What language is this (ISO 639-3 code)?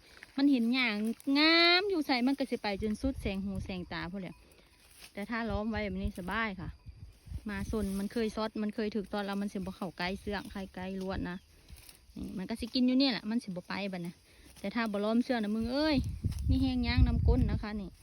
tts